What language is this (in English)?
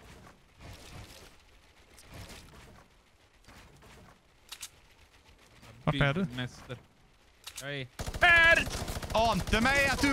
Swedish